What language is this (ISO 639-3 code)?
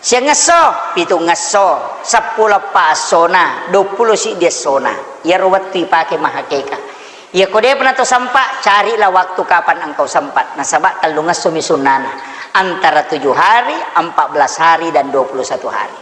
bug